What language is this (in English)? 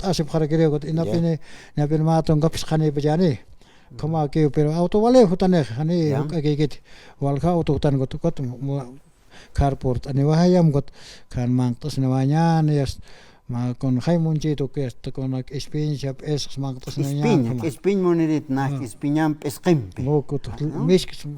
Aymara